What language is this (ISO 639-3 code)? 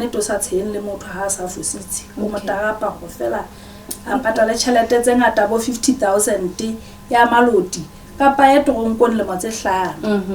sot